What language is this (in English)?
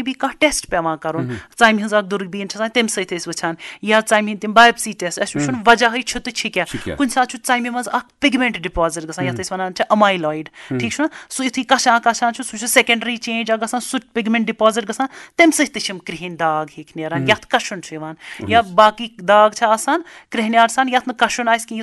Kashmiri